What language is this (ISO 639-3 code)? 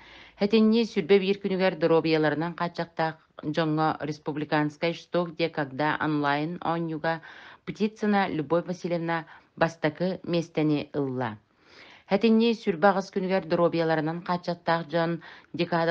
sah